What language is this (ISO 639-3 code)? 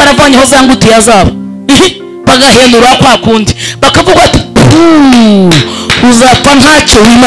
kin